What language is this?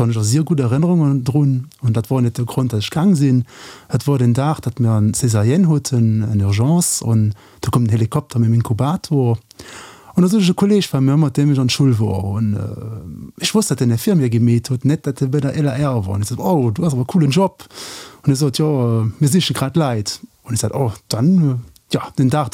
Luxembourgish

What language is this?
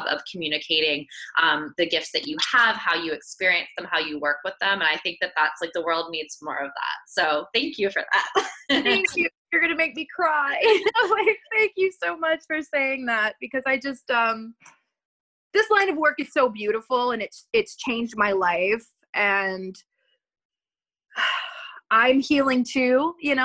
English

